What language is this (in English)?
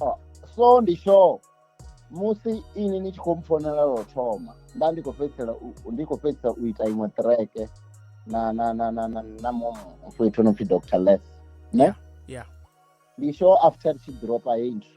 Venda